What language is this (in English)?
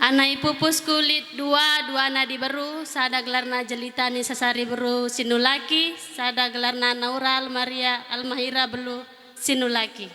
Batak Karo